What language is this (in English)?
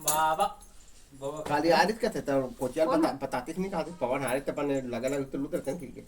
Chhattisgarhi